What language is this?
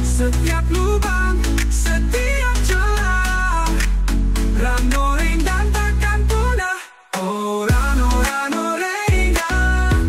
Manado Malay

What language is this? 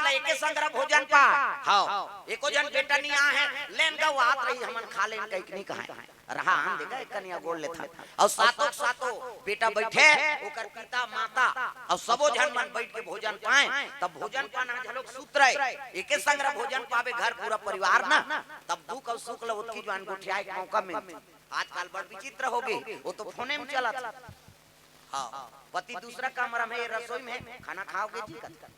Chhattisgarhi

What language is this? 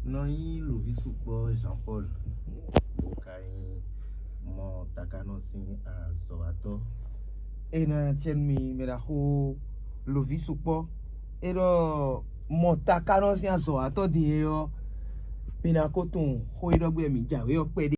Fon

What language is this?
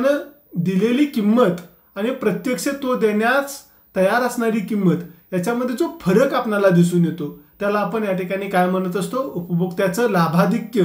Marathi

